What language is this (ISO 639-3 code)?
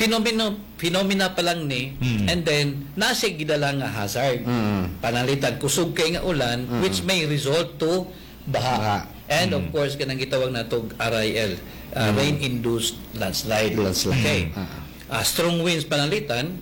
ceb